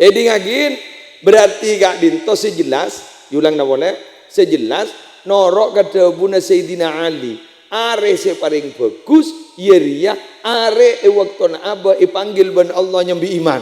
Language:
Madurese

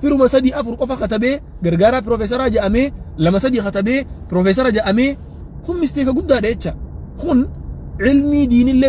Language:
Oromo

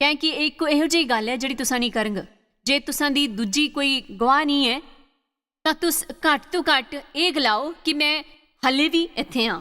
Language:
Dogri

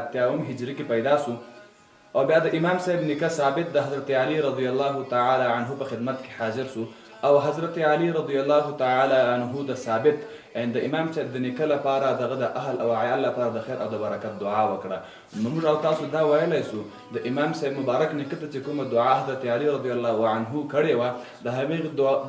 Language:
Pashto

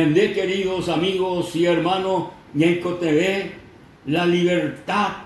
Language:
Guarani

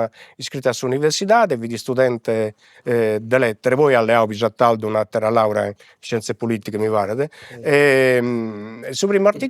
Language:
Sardinian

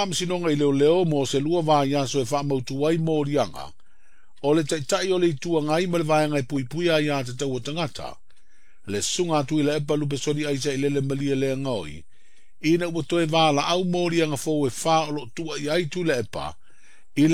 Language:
Samoan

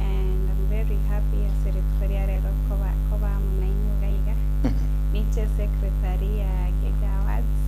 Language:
Gusii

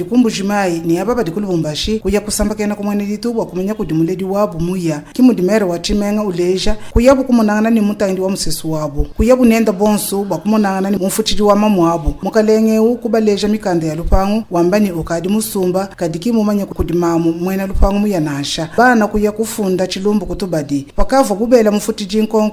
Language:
Luba-Lulua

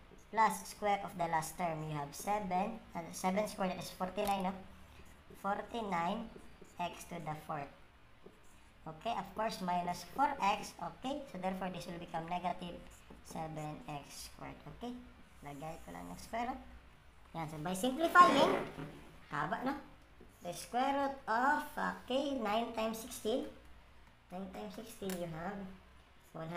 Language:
Filipino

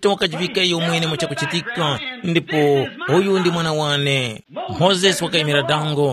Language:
Tumbuka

